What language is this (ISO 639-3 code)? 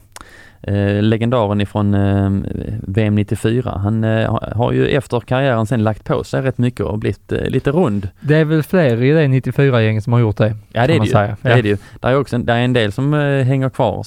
swe